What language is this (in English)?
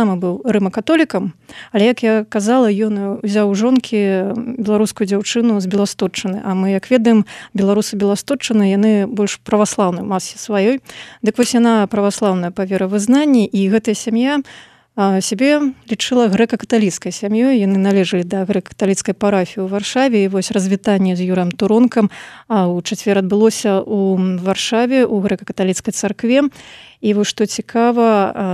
Belarusian